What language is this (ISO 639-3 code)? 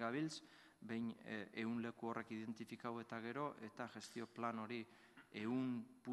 eus